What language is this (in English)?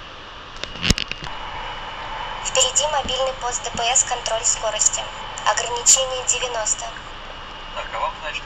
Russian